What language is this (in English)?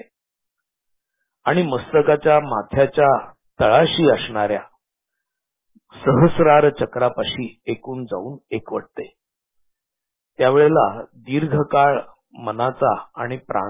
Marathi